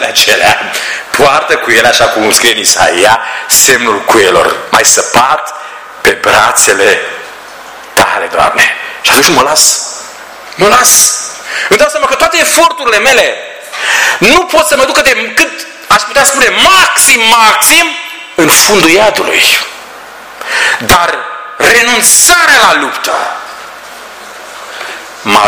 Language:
Romanian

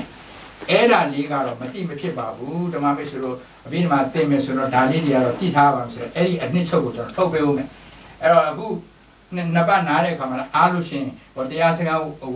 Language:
Burmese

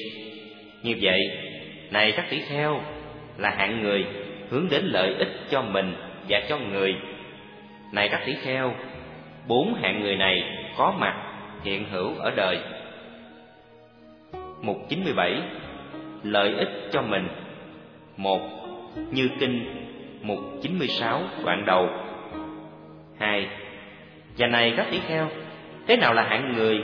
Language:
Vietnamese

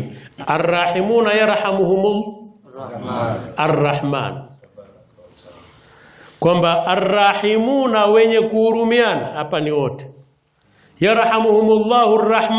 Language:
Swahili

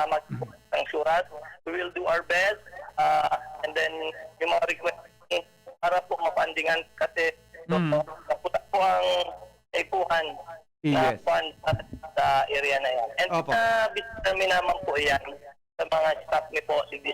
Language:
Bikol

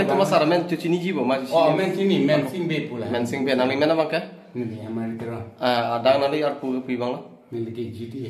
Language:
Karbi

